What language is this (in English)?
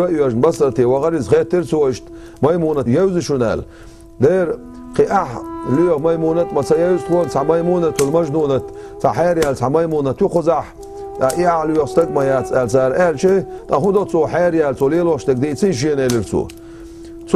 Chechen